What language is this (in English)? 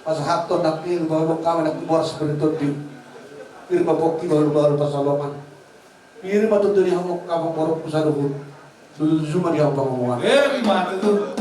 Batak Toba